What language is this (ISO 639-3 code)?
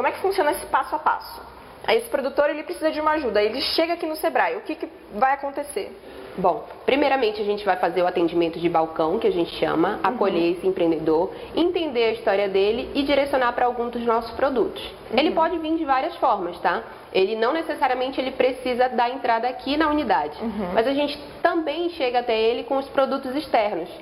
por